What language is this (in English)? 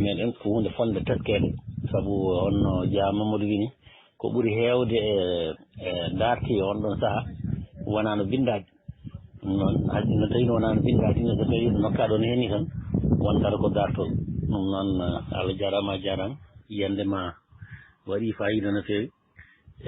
Fula